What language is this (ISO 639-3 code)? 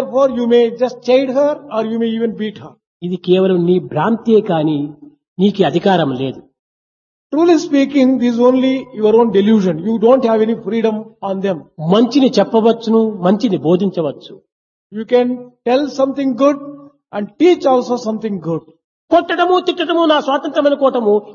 tel